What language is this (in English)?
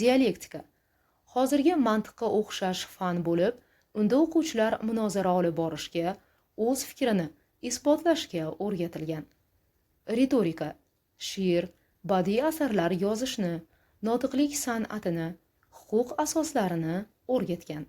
Uzbek